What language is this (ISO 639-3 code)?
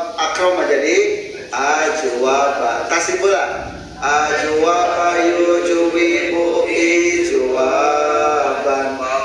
sun